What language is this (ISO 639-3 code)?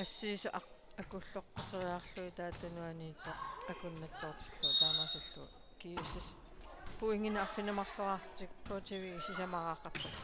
kal